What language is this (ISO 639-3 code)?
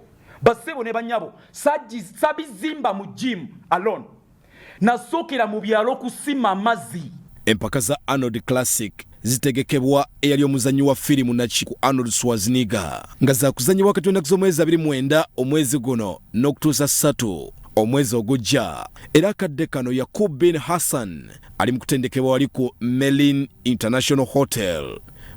lug